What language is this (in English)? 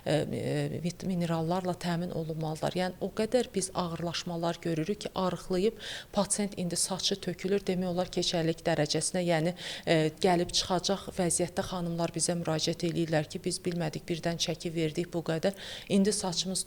Azerbaijani